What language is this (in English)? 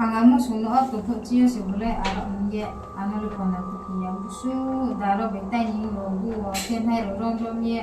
Riang (India)